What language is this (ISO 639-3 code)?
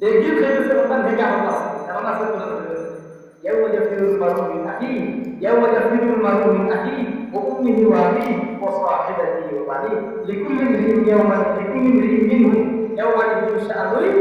syl